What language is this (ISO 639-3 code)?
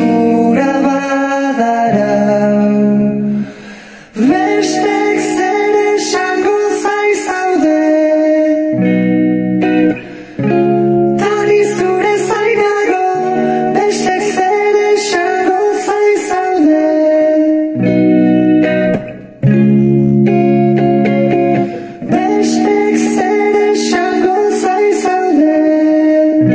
eus